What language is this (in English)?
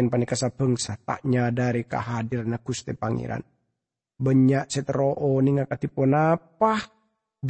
Madurese